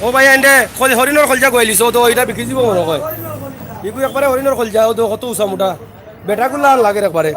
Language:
Sylheti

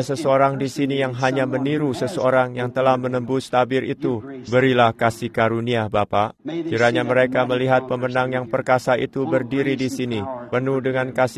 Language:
Indonesian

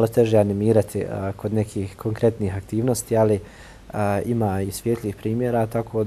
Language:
Bosnian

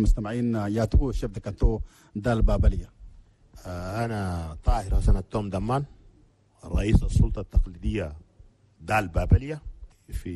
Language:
Chadian Arabic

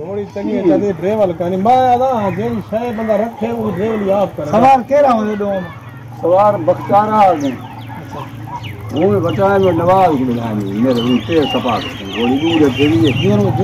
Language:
Saraiki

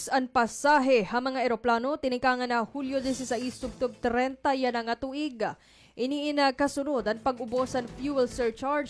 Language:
Waray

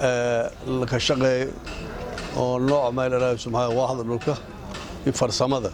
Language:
Somali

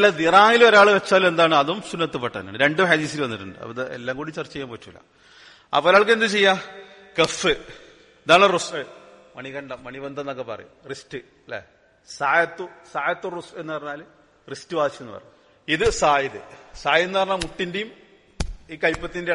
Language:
Malayalam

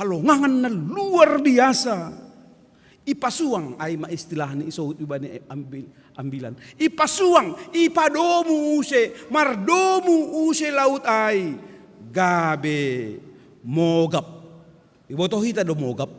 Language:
Batak Simalungun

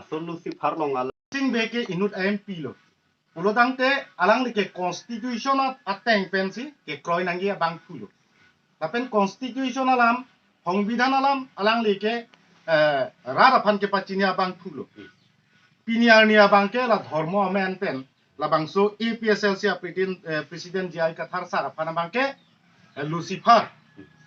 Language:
Karbi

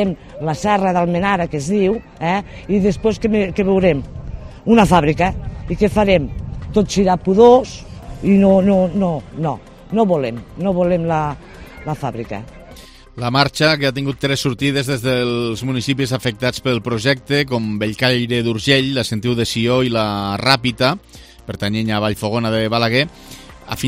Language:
Catalan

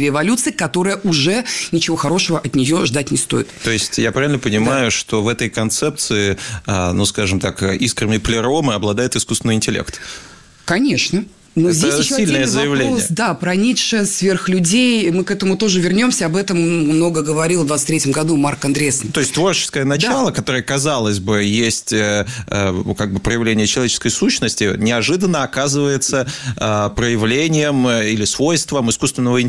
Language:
Russian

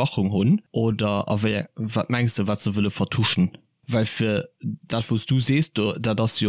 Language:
Luxembourgish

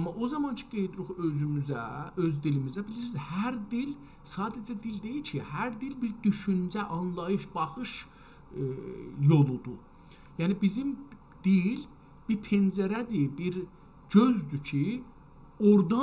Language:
South Azerbaijani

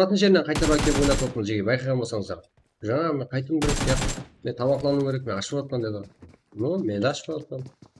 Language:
Kara-Kalpak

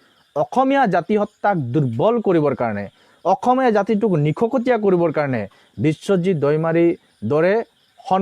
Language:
Assamese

